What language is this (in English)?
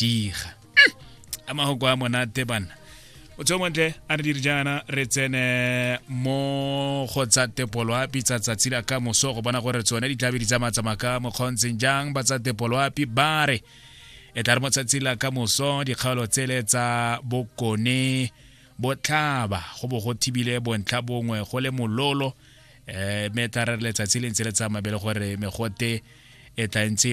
Tswana